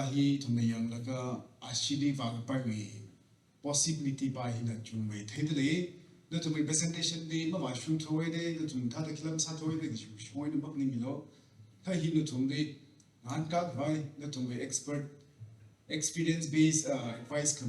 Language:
Tangkhul Naga (India)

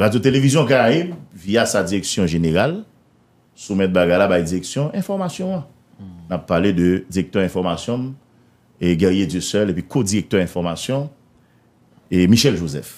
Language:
Haitian Creole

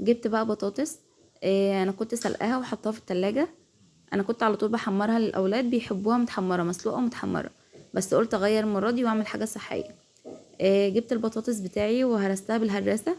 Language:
Egyptian Arabic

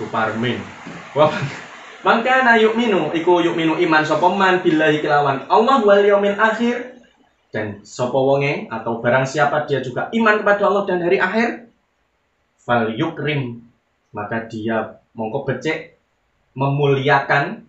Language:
Javanese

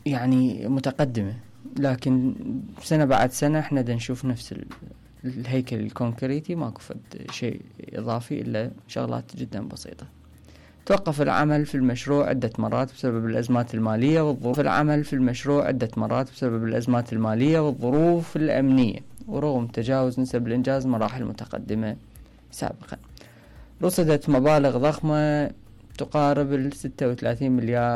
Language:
Mesopotamian Arabic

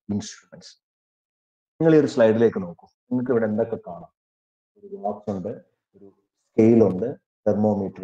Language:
Malayalam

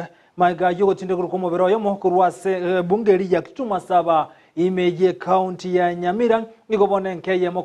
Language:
Gusii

